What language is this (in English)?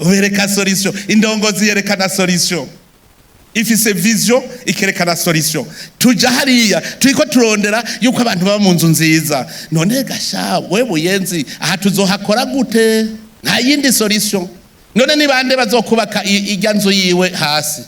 Rundi